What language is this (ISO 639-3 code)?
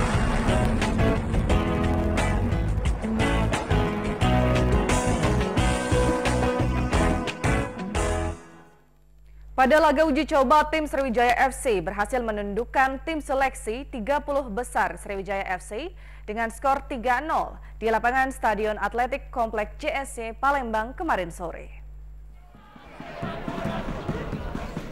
ind